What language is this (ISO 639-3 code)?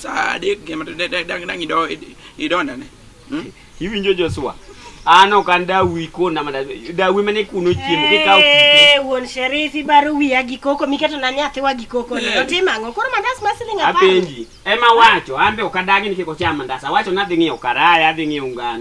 luo